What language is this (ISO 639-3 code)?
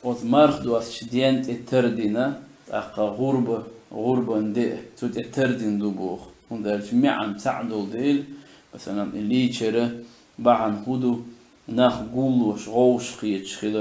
che